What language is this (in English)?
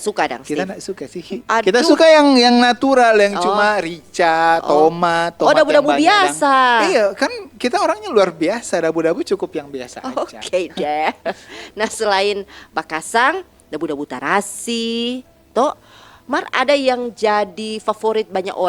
Manado Malay